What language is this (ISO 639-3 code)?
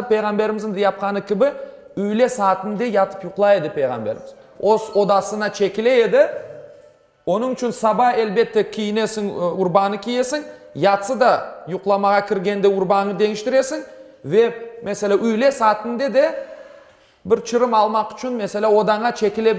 crh